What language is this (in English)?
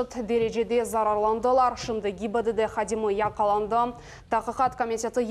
Crimean Tatar